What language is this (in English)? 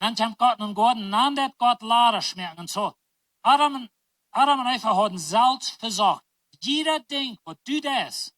Plautdietsch